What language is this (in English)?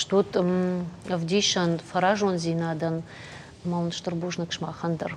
Ossetic